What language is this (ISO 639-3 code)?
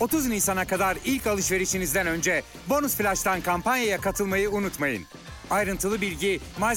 tur